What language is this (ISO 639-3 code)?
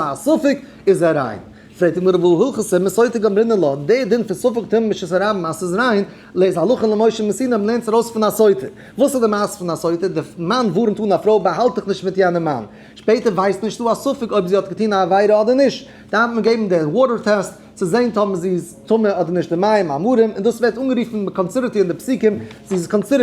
yid